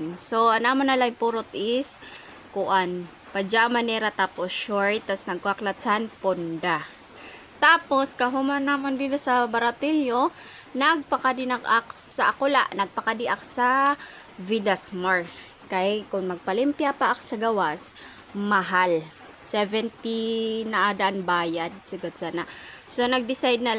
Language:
Waray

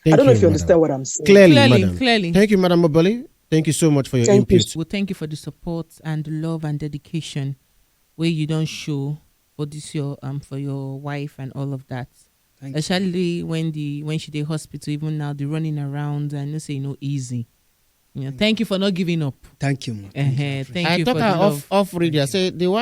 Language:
Nigerian Pidgin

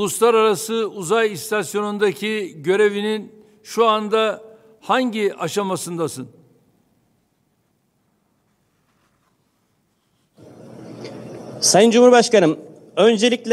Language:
Turkish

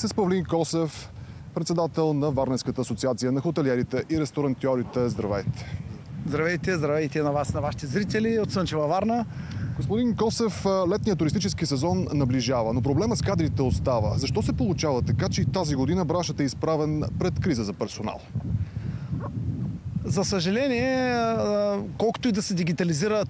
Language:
Bulgarian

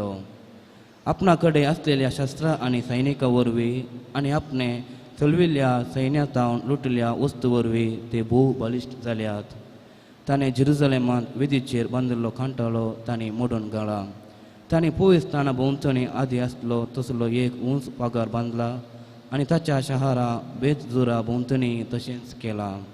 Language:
Konkani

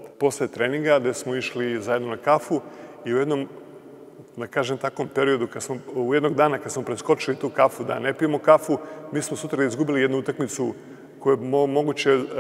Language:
Serbian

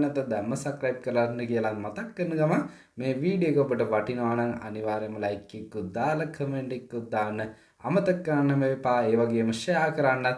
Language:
Sinhala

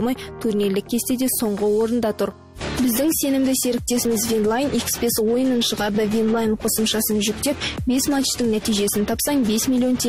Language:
Kazakh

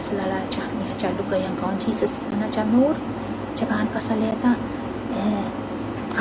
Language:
Pohnpeian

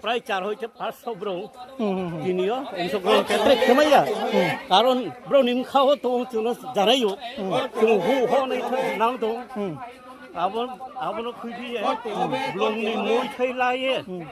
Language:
Riang (India)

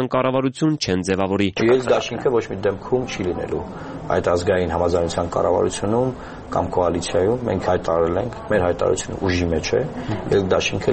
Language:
Armenian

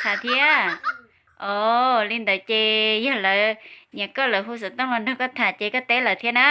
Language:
Hmong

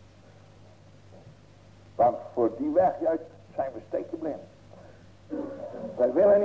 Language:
Dutch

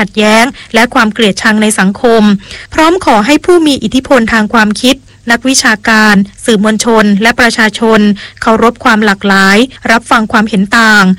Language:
Thai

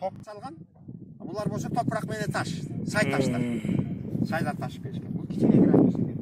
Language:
Kyrgyz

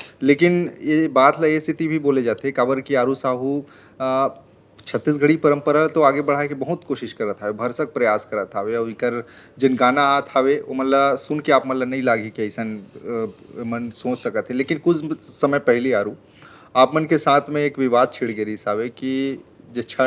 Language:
Chhattisgarhi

